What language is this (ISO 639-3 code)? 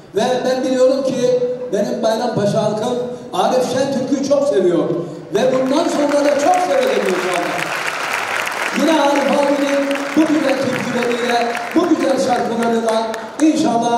tur